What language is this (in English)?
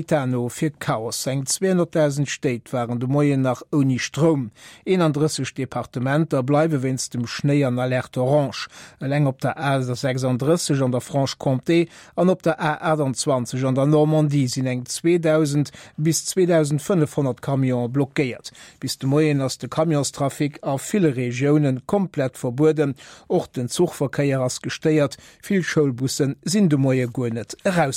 Luxembourgish